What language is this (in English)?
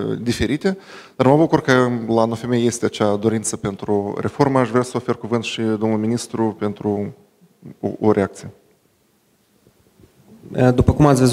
Romanian